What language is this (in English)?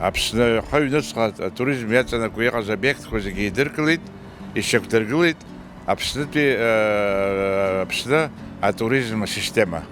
Abkhazian